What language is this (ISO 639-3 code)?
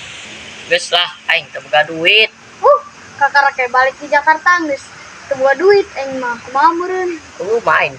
sun